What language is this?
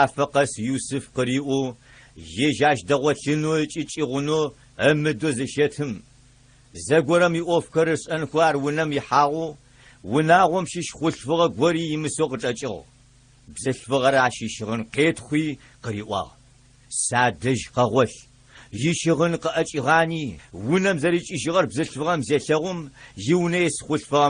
Adyghe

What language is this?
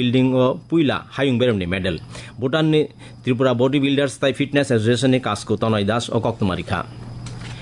Kok Borok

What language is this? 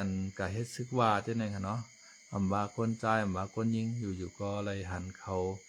Shan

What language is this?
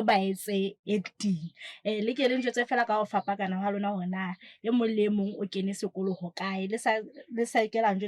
Southern Sotho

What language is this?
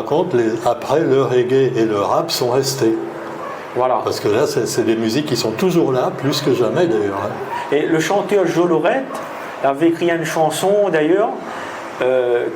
Réunion Creole French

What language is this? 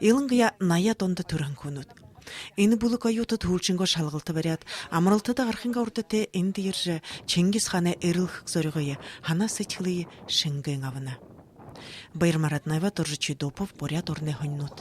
Buriat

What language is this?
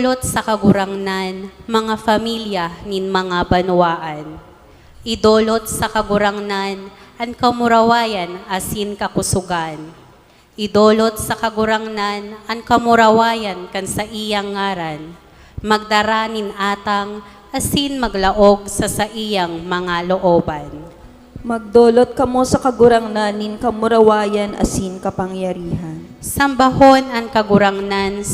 Bikol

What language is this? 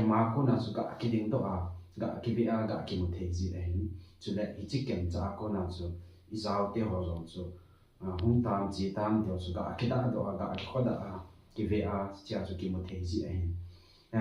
Thado Chin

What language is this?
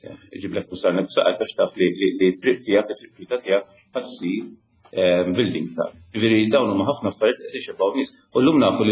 Maltese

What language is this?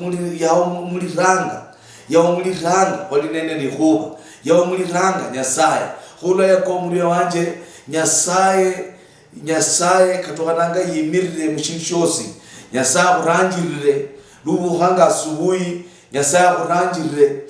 Luyia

